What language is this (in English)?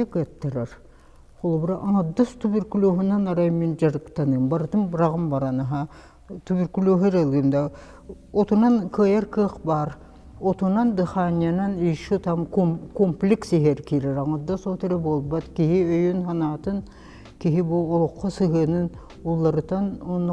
Yakut